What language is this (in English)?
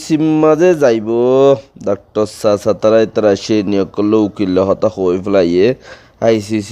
Rohingya